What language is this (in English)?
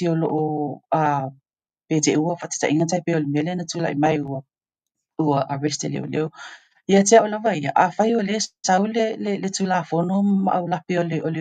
Samoan